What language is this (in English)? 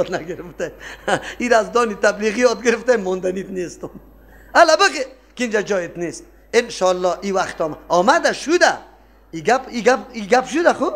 Persian